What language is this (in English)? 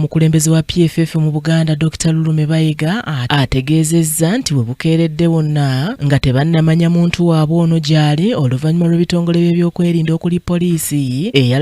Ganda